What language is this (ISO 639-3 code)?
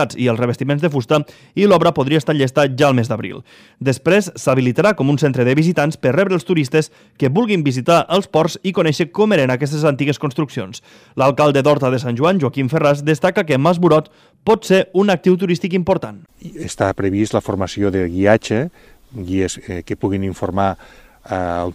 cat